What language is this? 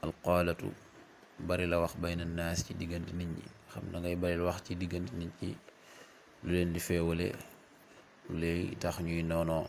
Wolof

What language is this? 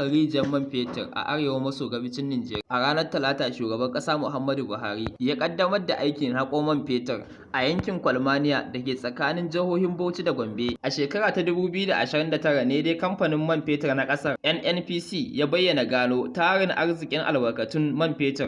Hausa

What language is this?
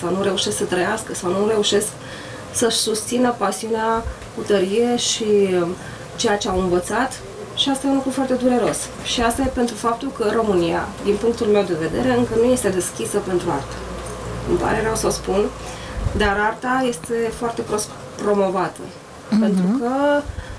Romanian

